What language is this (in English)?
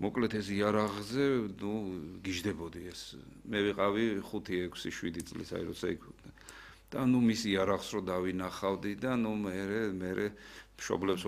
Georgian